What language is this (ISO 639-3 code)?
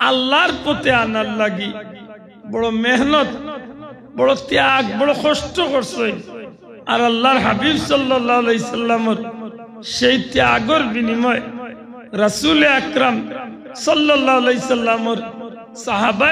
syl